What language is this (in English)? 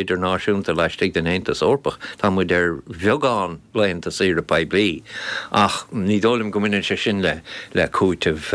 Irish